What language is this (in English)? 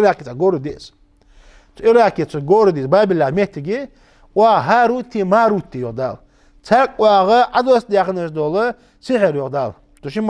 Ingush